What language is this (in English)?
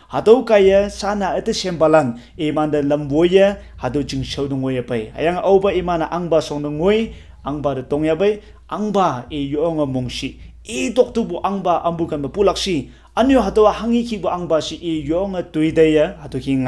Konyak Naga